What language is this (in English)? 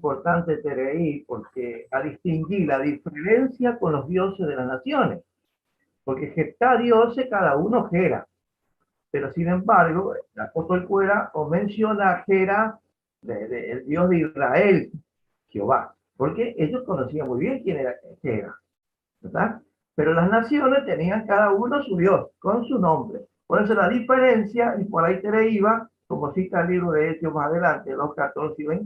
Guarani